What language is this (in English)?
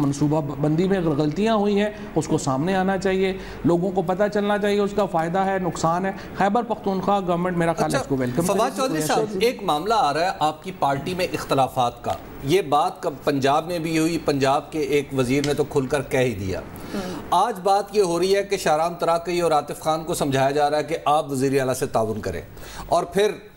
Urdu